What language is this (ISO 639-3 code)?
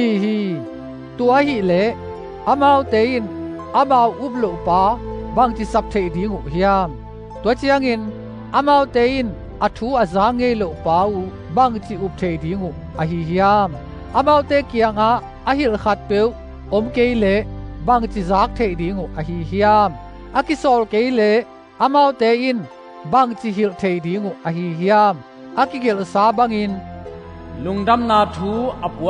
ctd